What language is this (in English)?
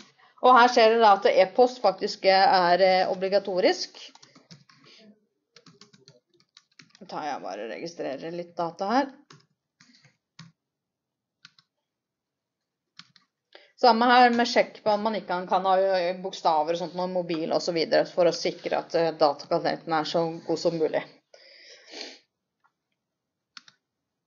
Norwegian